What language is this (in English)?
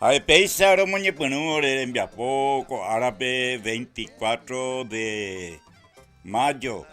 Guarani